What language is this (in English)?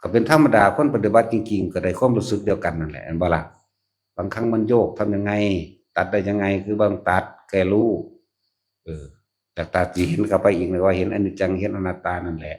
Northeastern Thai